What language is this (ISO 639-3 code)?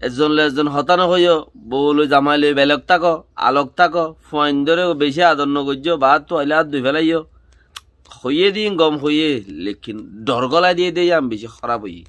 rhg